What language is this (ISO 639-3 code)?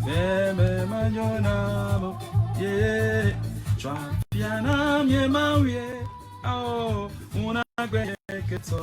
ewe